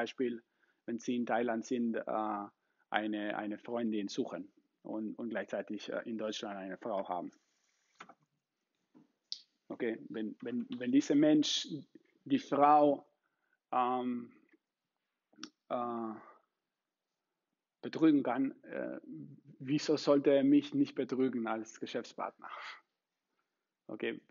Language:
German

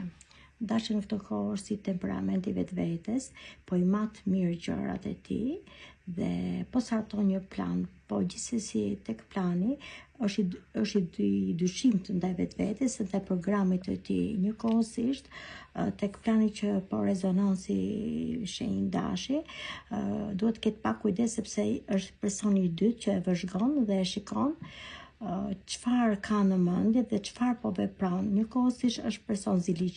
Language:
Albanian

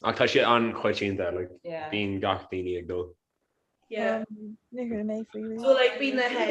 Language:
Irish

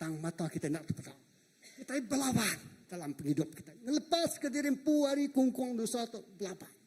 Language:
Iban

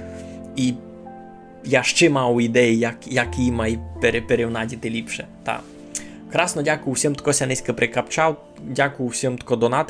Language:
Rusyn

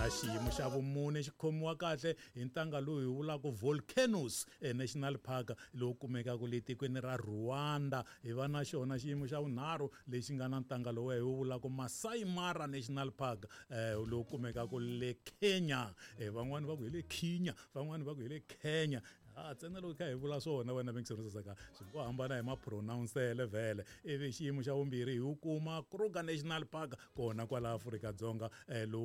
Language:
Tsonga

